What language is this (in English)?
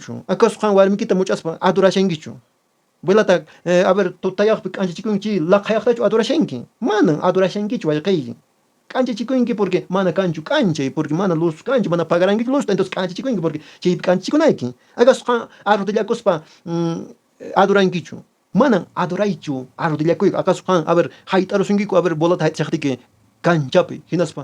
Quechua